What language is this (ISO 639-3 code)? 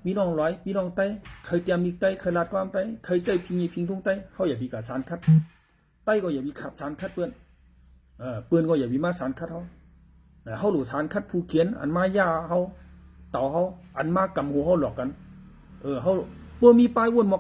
shn